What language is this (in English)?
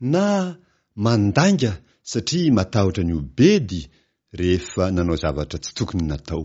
Malagasy